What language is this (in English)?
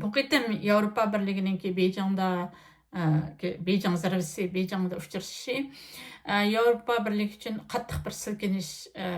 Uyghur